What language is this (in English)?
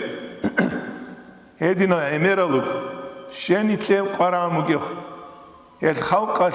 Avaric